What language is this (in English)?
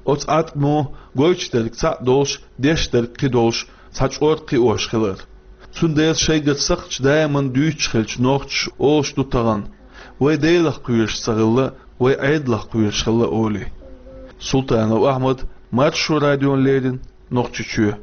Chechen